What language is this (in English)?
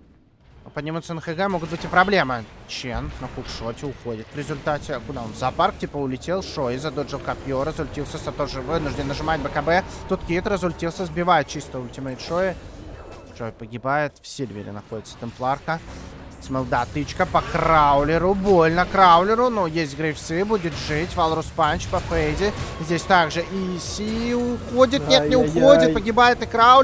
Russian